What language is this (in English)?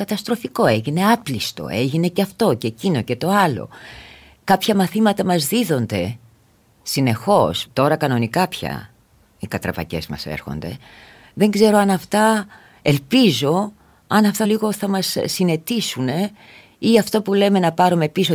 Greek